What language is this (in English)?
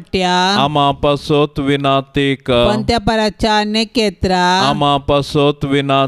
Konkani